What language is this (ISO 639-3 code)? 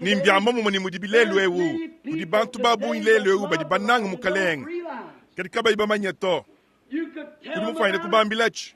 lua